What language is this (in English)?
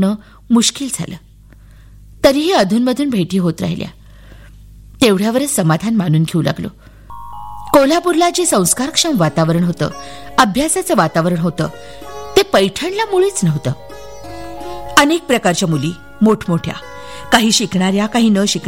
Marathi